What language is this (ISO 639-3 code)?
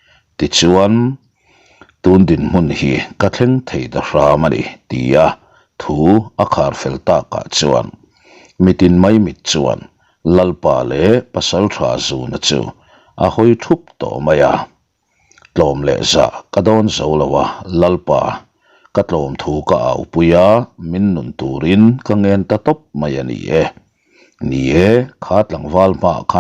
lus